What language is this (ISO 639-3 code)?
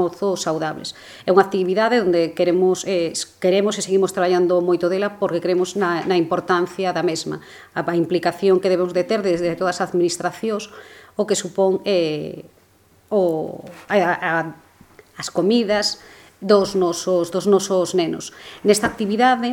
glg